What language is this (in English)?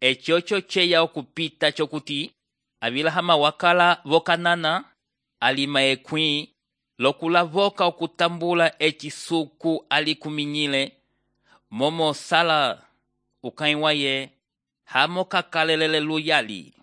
Umbundu